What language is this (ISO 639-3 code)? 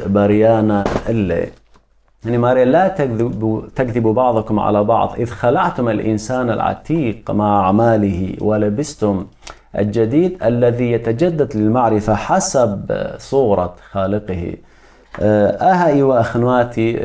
aii